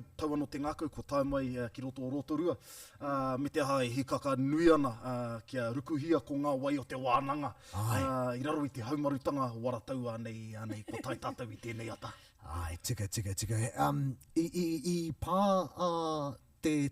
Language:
Māori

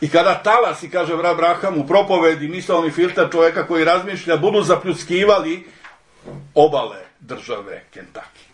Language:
Serbian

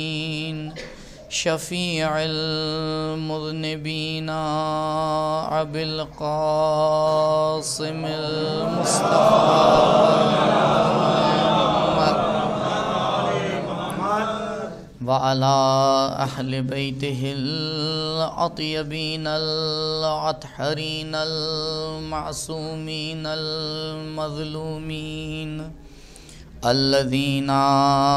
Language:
Urdu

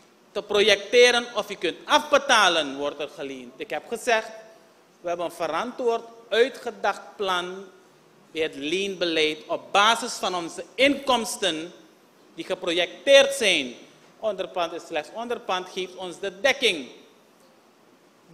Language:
Dutch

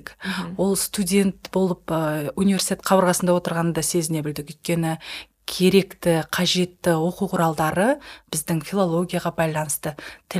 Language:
Kazakh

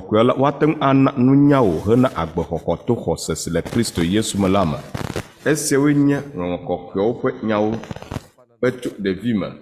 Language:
Ewe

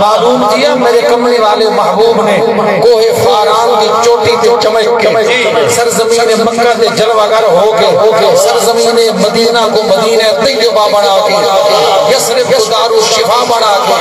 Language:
Saraiki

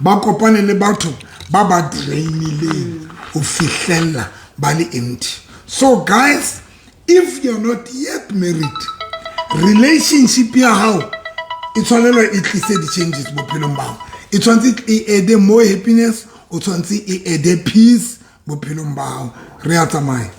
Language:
Southern Sotho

